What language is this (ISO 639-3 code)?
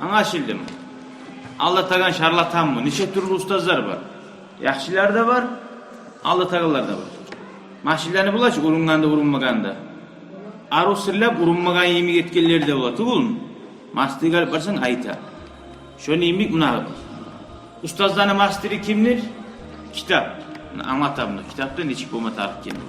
kum